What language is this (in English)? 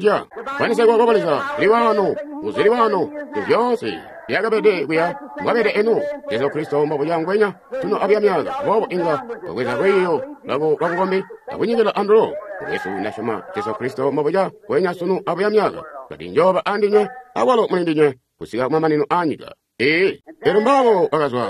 Tonga (Zambia)